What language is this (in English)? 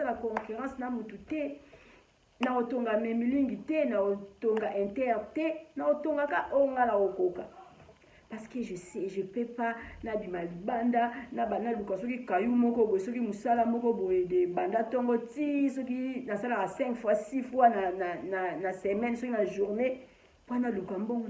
Lingala